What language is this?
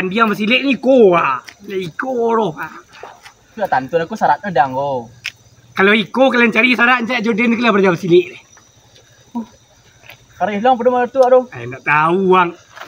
Minangkabau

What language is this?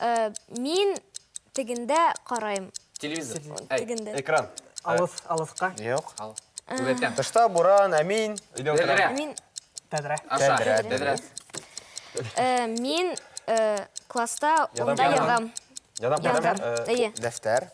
Bashkir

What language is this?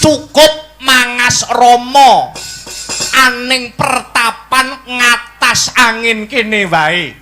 Javanese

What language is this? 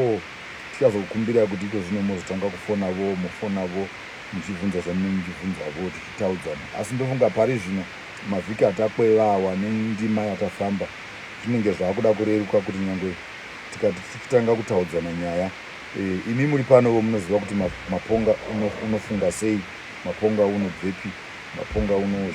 Shona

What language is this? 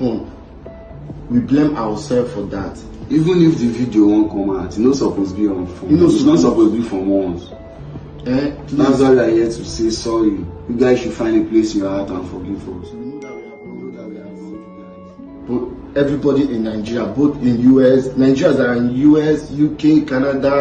Nigerian Pidgin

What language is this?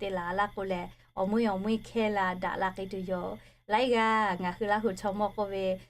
Lahu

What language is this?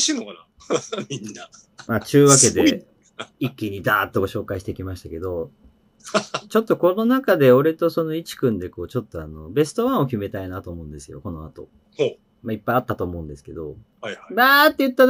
Japanese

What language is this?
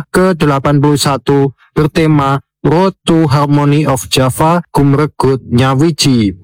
Indonesian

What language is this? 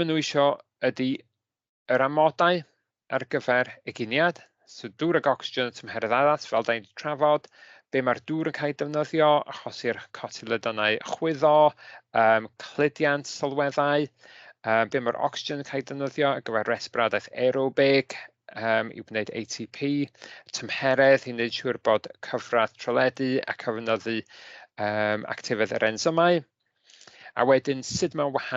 Welsh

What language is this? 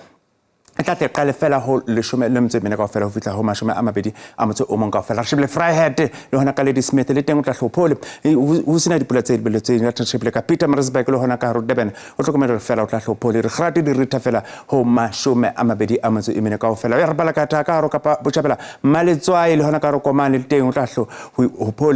Southern Sotho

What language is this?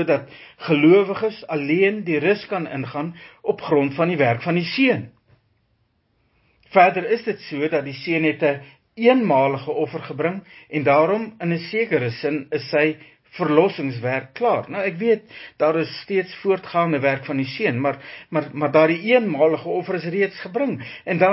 Afrikaans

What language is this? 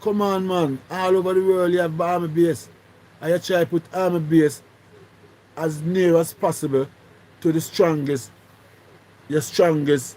Jamaican Creole English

